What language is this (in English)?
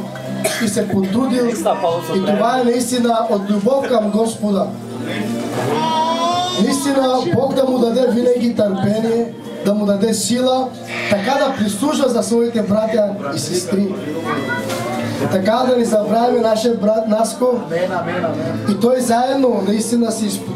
Bulgarian